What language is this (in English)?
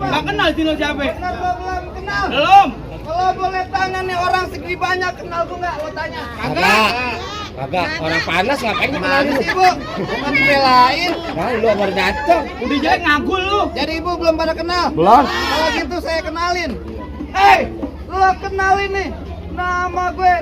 Betawi